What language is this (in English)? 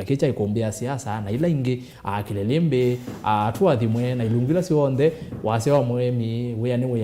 Kamba